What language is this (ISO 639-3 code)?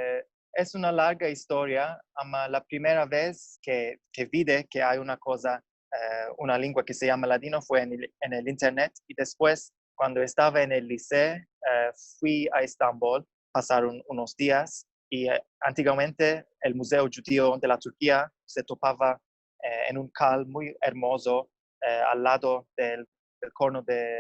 lad